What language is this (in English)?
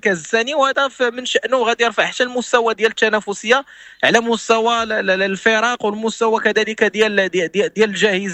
Moroccan Arabic